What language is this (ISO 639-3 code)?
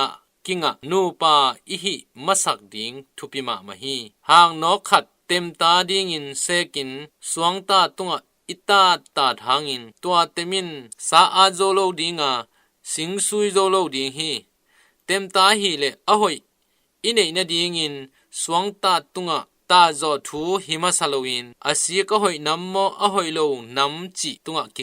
ctd